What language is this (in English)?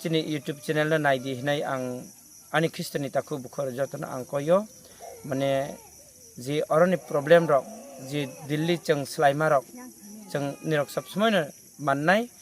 Kok Borok